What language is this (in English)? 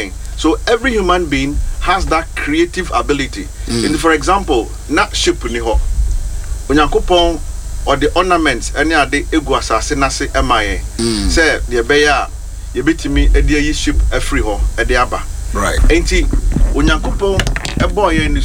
Akan